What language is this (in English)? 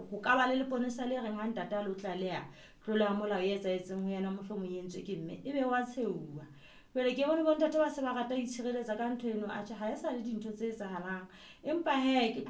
Southern Sotho